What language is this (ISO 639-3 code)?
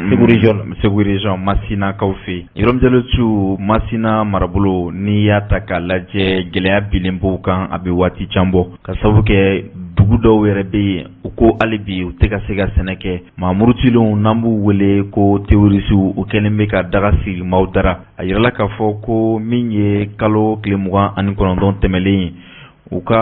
bam